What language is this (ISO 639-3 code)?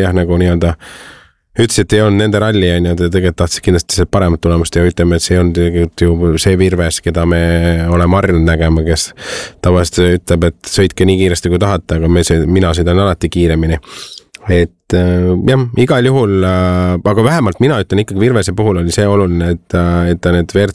est